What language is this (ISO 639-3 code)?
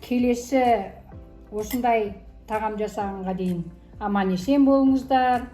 kaz